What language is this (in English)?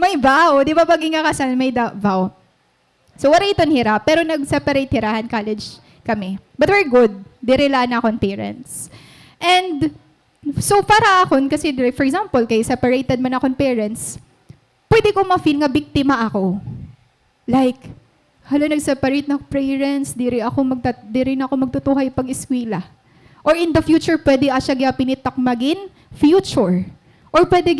Waray